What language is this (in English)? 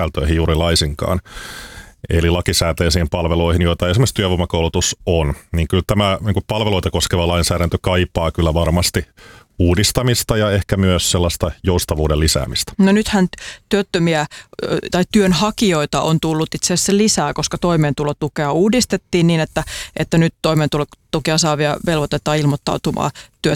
Finnish